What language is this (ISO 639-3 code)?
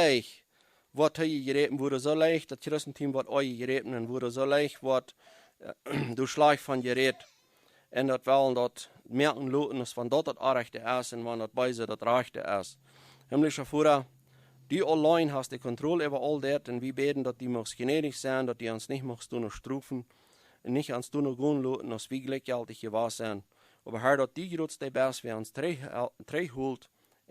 pdt